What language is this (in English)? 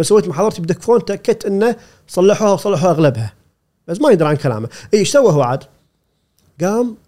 Gulf Arabic